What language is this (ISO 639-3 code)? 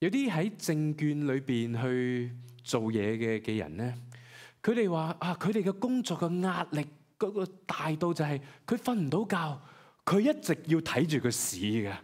yue